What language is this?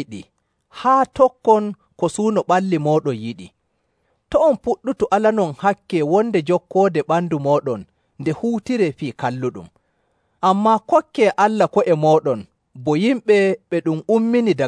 Nigerian Fulfulde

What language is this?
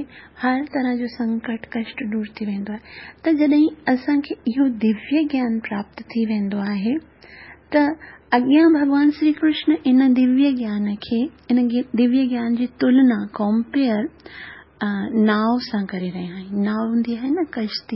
Sindhi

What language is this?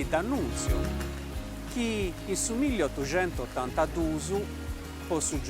Sardinian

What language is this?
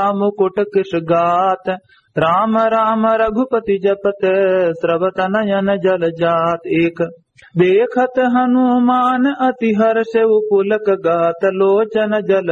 Awadhi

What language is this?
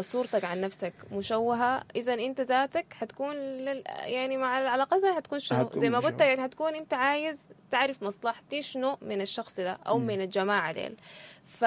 Sudanese Arabic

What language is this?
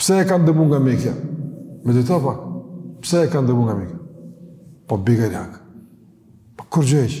Albanian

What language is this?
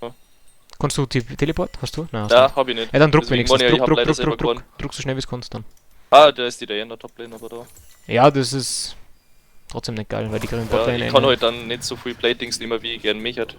Bavarian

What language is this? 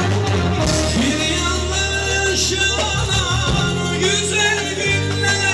Turkish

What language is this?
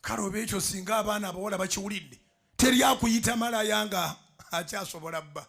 Ganda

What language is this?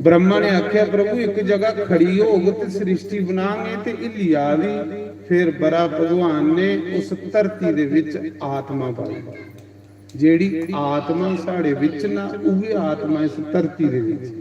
Dogri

